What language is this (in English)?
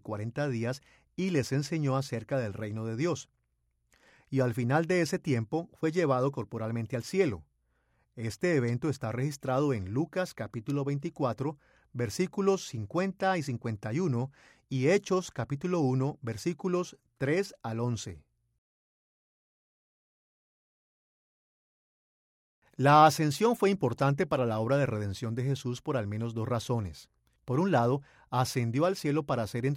Spanish